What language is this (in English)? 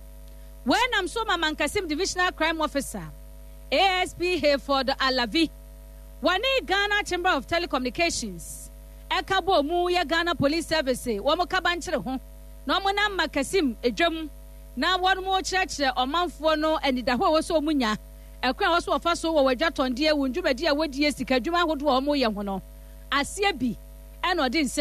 Akan